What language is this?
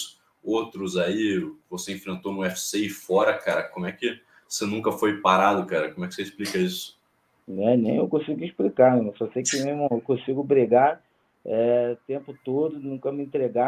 Portuguese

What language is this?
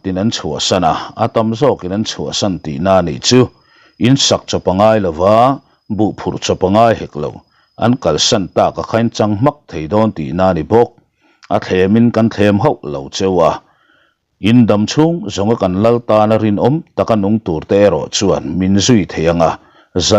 Mizo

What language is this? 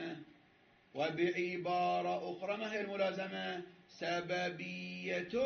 Arabic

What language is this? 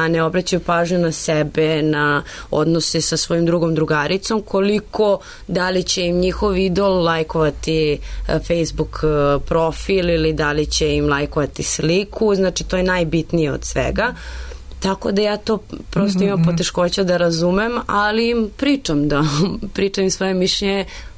Serbian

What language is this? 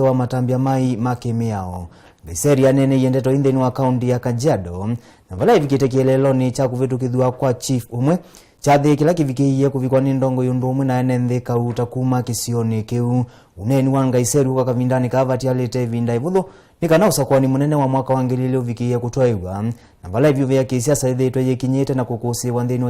Kamba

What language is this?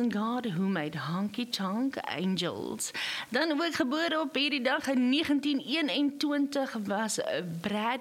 Afrikaans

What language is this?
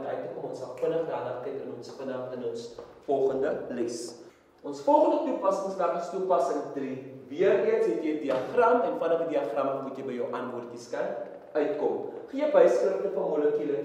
Afrikaans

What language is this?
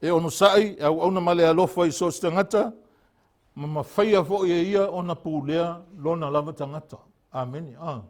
Samoan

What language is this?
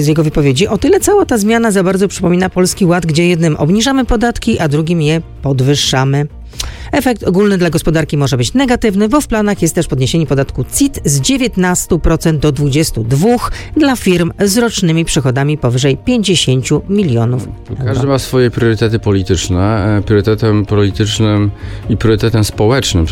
Polish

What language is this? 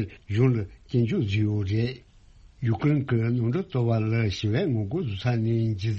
Tibetan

